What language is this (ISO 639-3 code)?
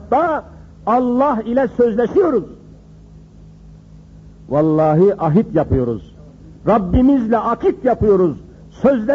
tur